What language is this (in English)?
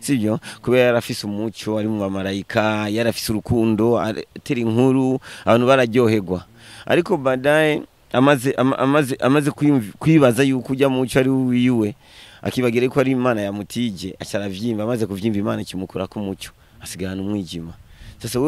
Rundi